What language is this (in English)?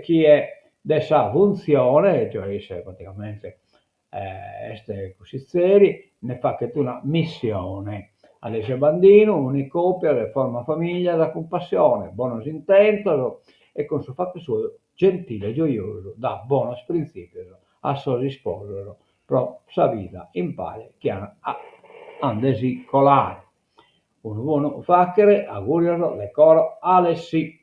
Sardinian